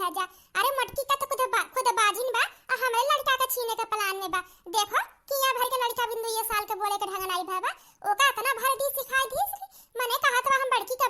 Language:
Awadhi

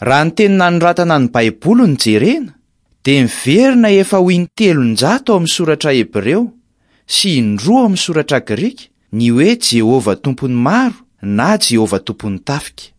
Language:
Malagasy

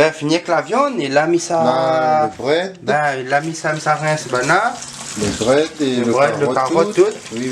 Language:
Réunion Creole French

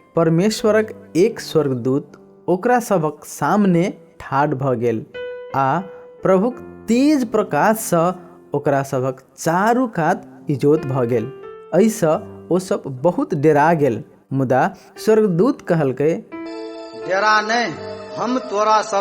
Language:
Maithili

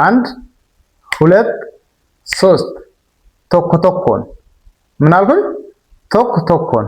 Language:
Amharic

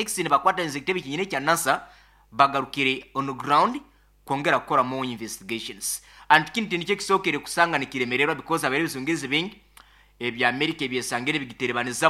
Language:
Nyoro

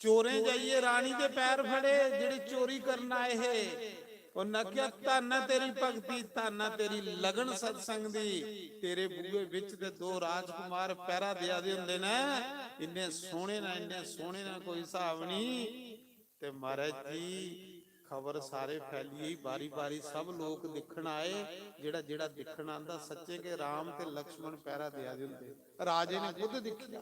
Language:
Dogri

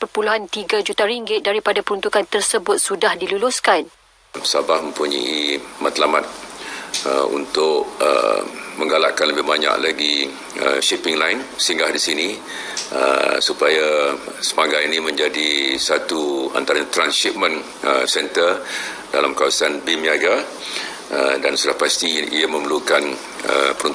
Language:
Malay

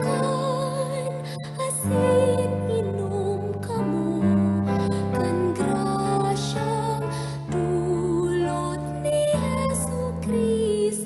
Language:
Bikol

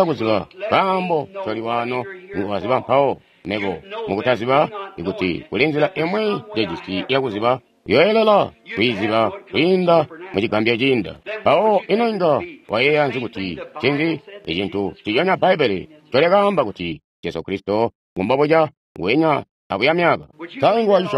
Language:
Tonga (Zambia)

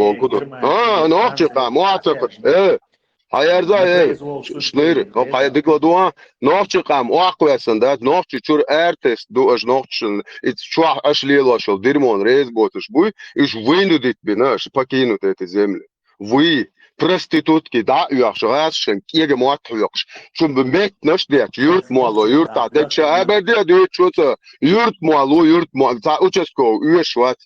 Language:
Chechen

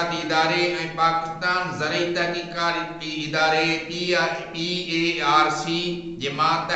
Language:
Sindhi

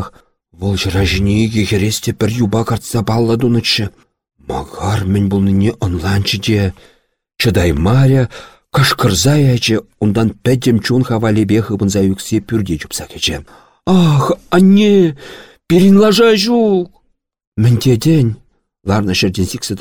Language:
Chuvash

